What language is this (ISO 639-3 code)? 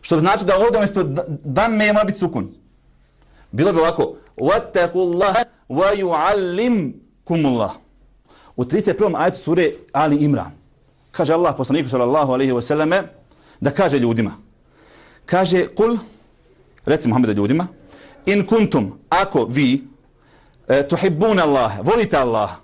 bos